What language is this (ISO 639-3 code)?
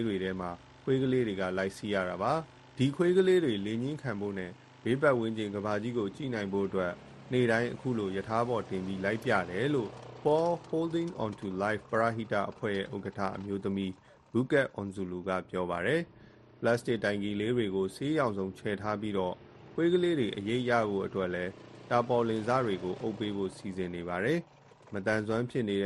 mya